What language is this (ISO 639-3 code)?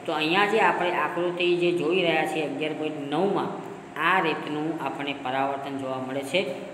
guj